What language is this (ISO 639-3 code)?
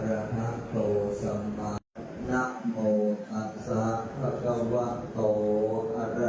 pli